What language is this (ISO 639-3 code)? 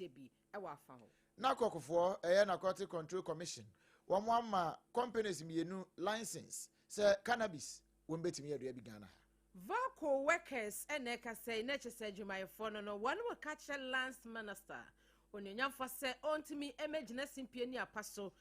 aka